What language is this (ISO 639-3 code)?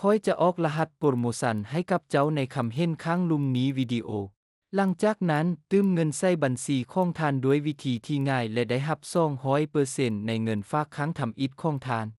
lao